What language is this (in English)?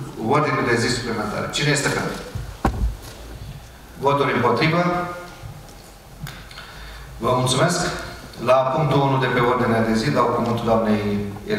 Romanian